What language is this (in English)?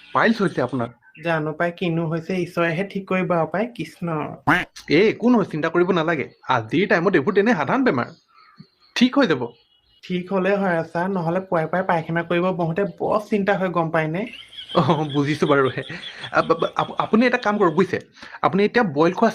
Assamese